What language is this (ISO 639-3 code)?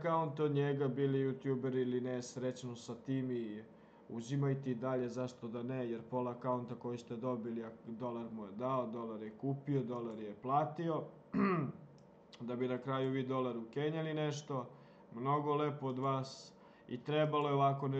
srp